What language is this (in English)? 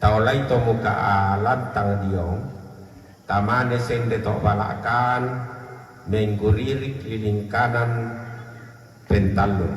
Toraja-Sa'dan